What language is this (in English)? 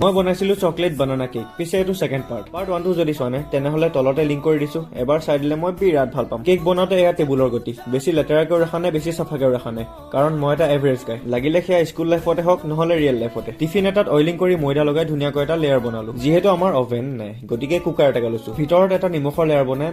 Assamese